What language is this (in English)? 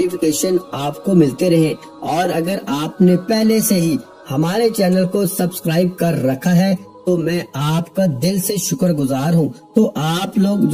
Urdu